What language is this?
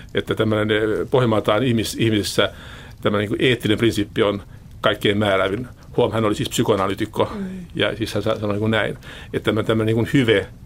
Finnish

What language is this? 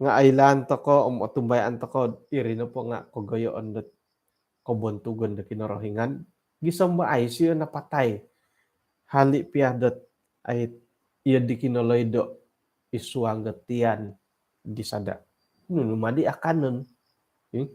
Central Dusun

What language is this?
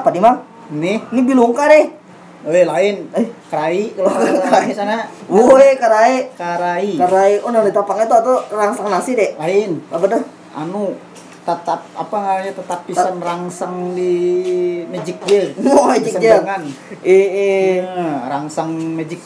Banjar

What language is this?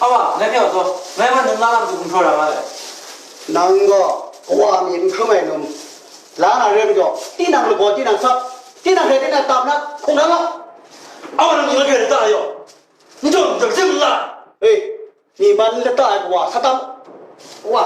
Kachin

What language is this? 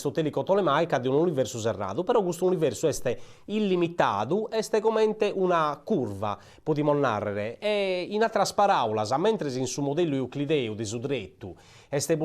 Sardinian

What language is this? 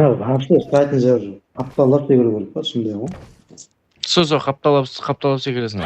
Kara-Kalpak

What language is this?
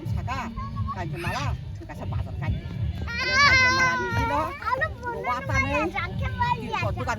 Kok Borok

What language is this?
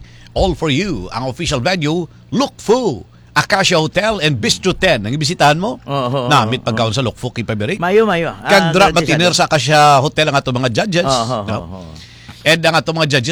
Hiligaynon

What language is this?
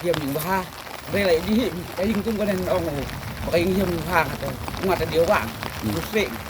Khasi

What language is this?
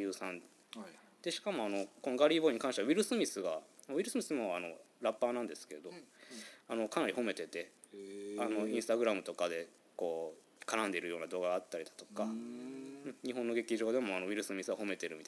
Japanese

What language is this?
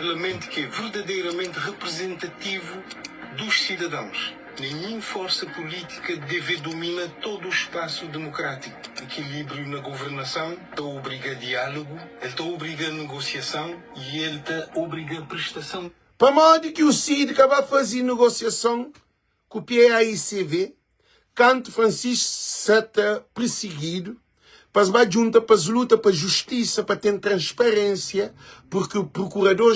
Kabuverdianu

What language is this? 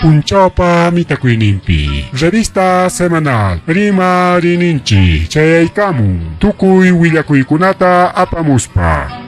Ayacucho Quechua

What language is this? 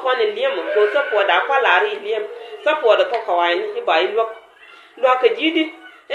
Nuer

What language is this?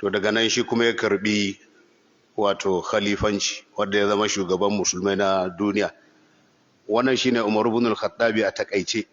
Hausa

